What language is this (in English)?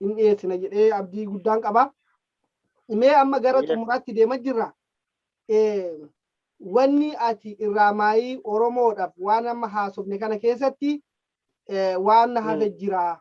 Oromo